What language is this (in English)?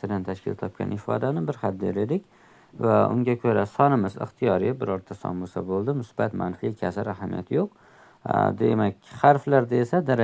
Uzbek